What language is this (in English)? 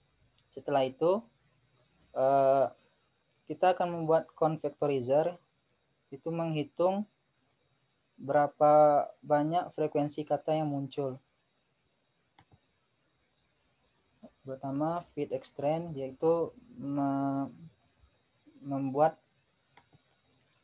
Indonesian